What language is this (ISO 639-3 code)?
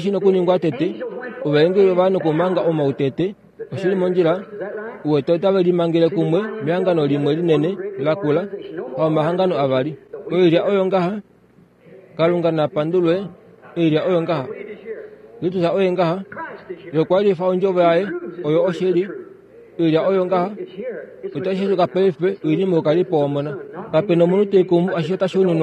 kua